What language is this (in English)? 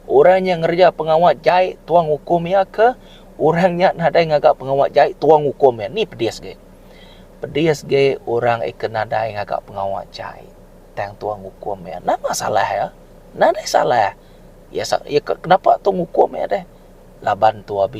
Iban